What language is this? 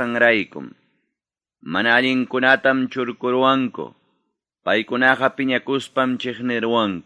Ayacucho Quechua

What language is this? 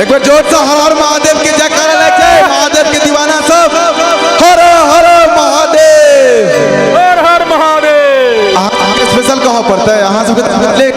Maithili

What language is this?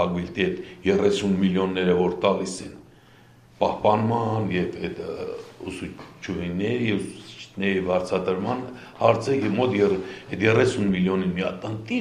Armenian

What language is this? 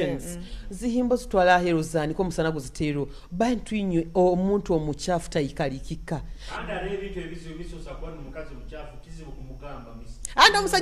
Nyoro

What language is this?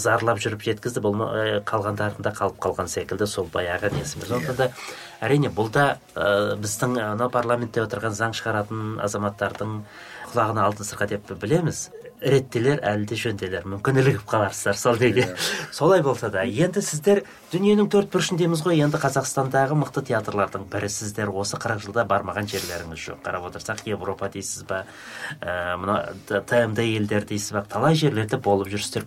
Kazakh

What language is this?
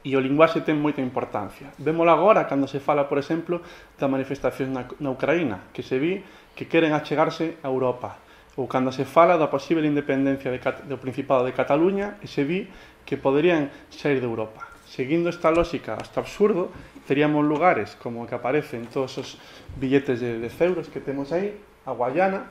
Galician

